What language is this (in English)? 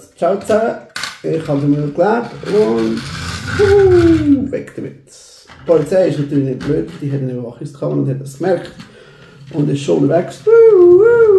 Swiss German